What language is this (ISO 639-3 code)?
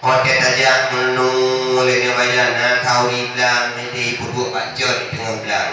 ace